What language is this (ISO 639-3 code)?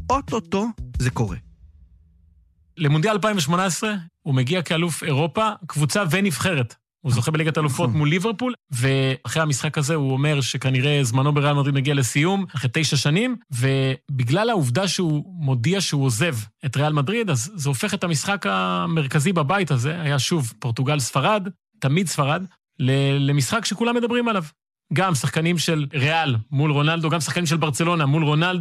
heb